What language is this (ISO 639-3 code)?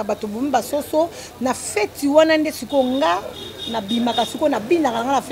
lin